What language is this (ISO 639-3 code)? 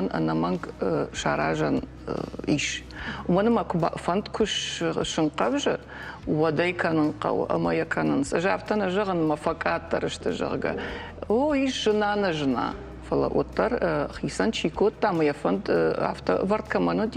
oss